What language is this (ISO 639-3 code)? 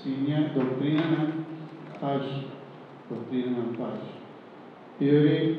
pap